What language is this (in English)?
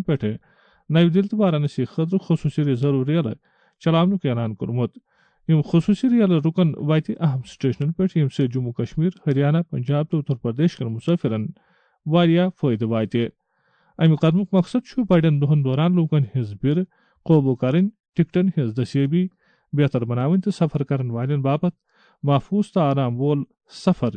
Kashmiri